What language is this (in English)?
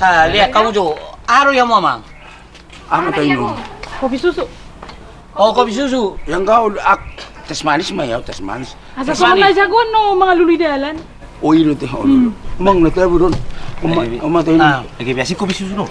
Batak Toba